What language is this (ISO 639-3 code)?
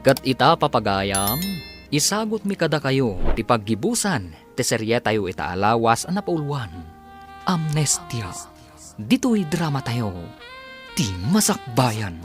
ilo